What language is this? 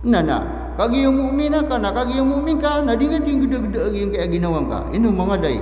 Maranao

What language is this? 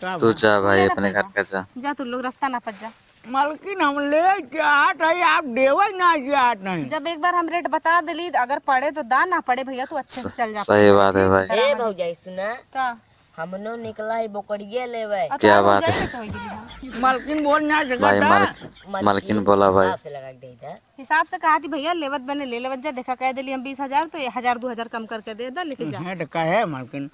Awadhi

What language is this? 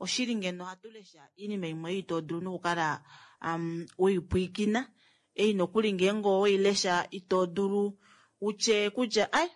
Kuanyama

